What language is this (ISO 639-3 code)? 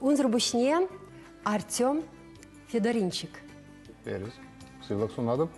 chv